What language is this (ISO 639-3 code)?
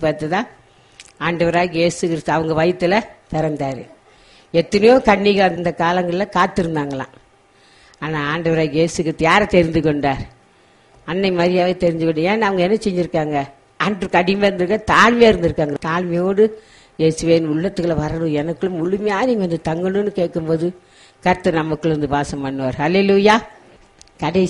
tam